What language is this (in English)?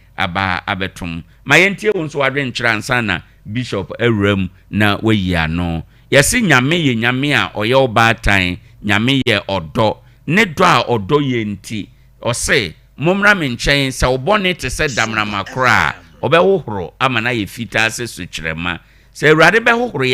Akan